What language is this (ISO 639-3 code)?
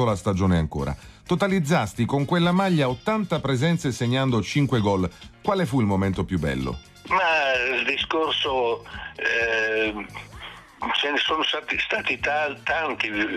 ita